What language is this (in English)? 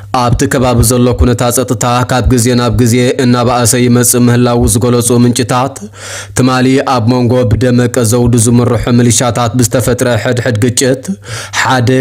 Tigrinya